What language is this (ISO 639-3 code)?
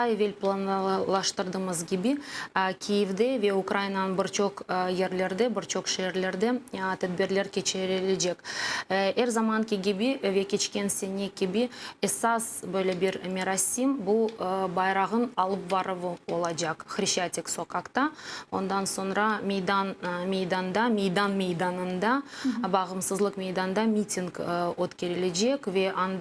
crh